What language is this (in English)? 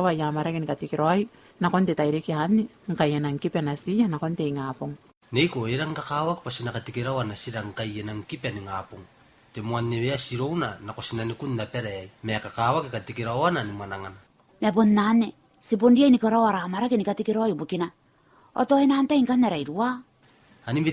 Gilbertese